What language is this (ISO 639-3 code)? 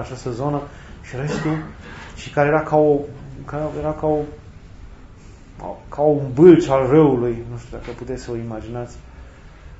ron